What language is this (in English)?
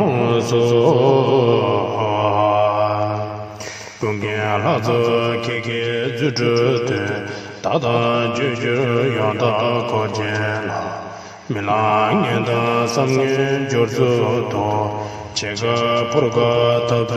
Tibetan